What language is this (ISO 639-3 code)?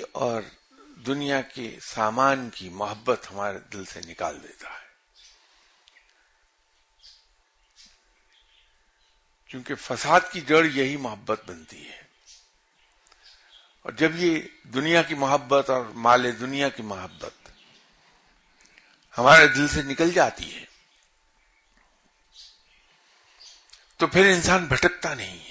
urd